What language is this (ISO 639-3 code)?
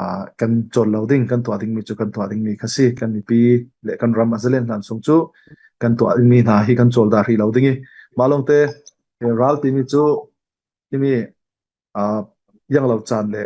cfm